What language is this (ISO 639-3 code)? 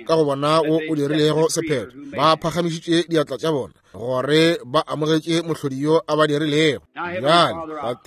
nso